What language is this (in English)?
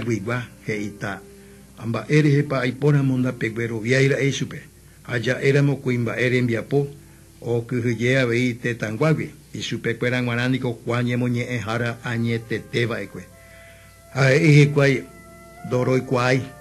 Guarani